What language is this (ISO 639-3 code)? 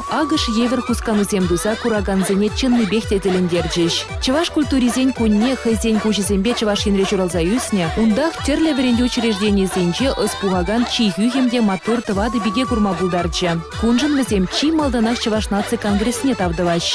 chv